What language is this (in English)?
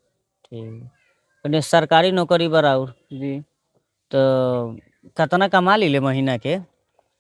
Bhojpuri